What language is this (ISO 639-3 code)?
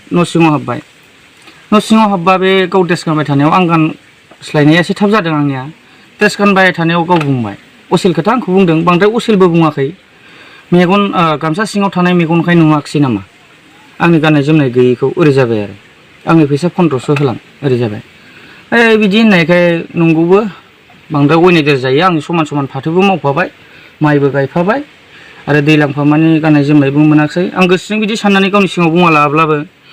brx